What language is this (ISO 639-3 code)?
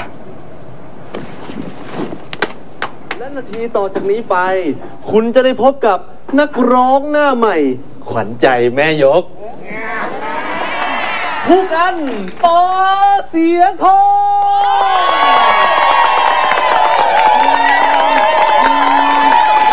tha